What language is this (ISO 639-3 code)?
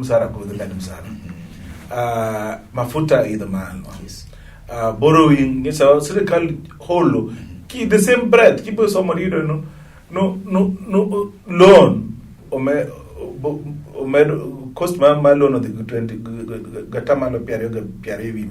luo